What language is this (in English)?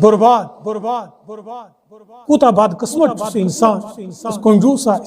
Kashmiri